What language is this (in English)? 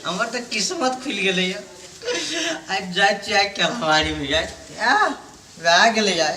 Maithili